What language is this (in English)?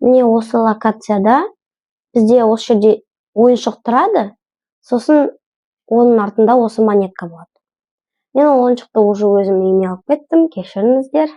Kazakh